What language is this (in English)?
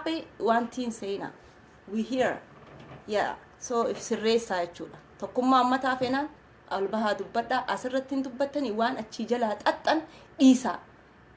Oromo